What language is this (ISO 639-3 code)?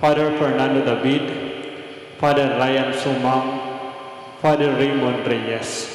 pam